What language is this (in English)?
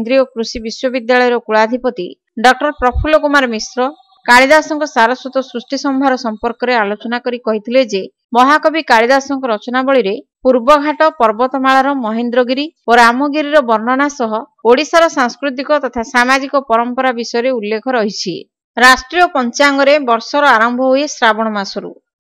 Odia